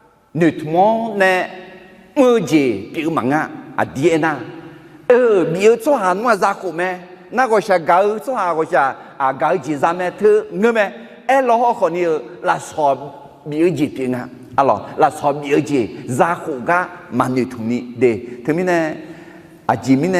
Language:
Akha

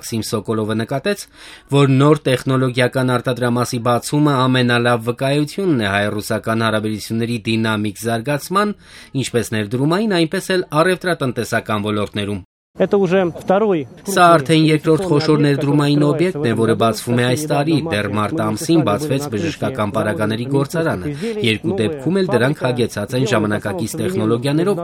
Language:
Armenian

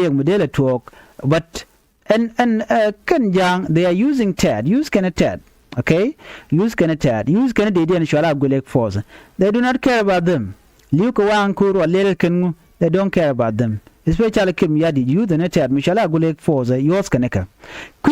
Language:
Nuer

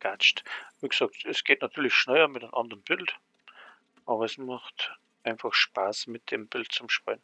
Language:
Bavarian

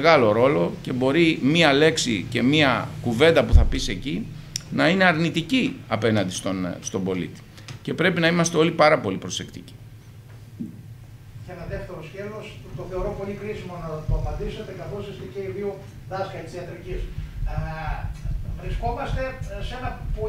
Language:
Greek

